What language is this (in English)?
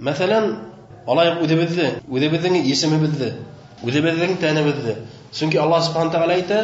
Bashkir